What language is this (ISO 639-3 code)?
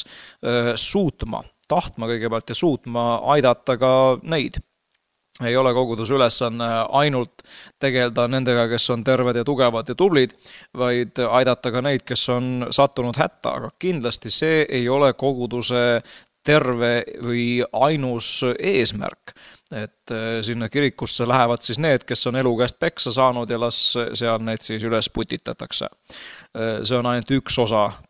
est